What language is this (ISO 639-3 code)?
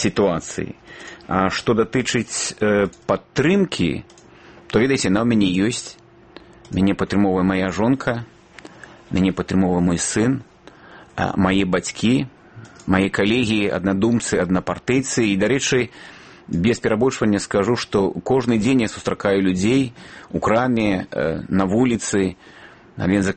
bel